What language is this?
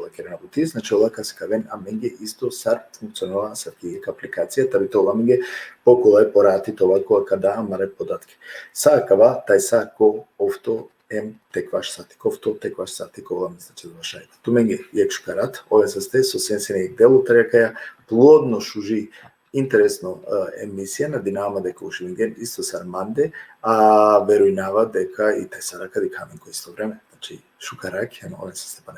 Balkan Romani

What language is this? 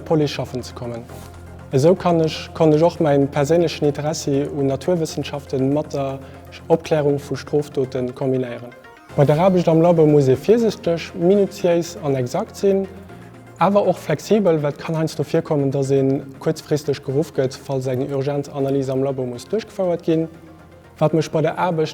Luxembourgish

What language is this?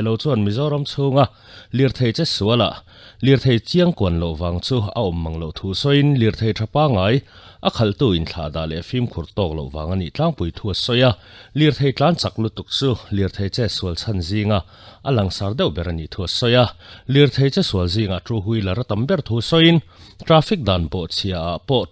Mizo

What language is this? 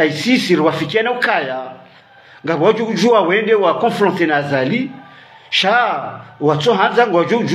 Swahili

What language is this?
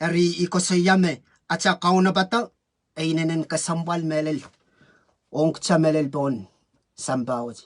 Pohnpeian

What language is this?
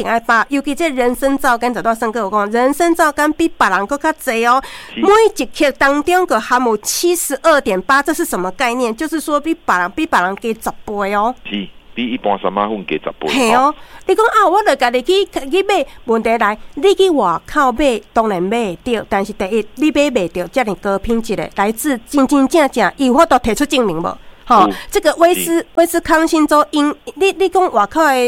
Min Nan Chinese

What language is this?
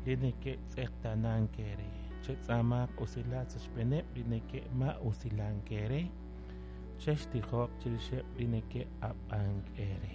Kekchí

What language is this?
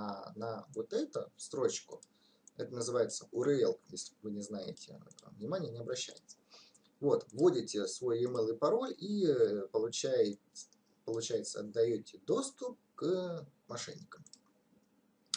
Russian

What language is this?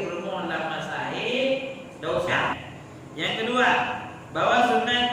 Achinese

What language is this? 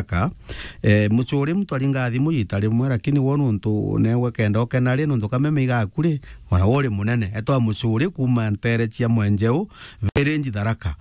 Meru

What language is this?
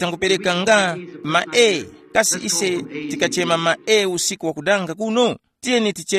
Tumbuka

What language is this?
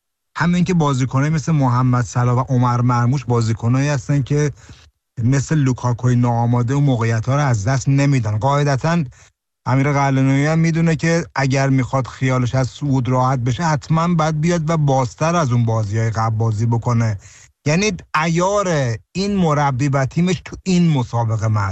Persian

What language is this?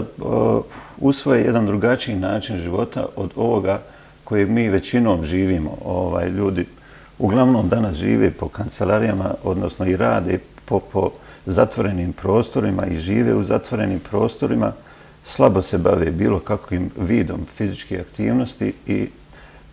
Bosnian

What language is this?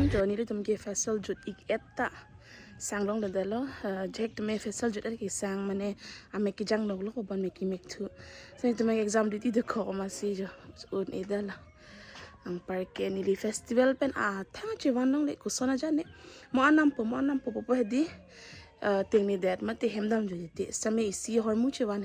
Karbi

